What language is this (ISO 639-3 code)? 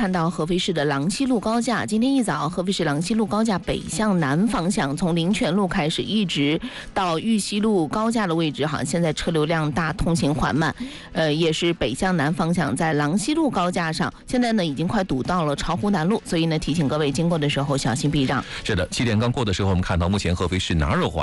zho